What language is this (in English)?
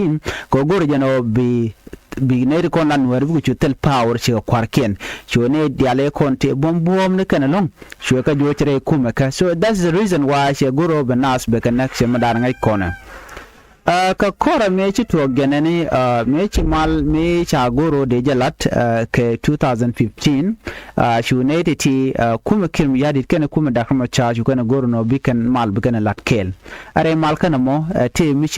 Nuer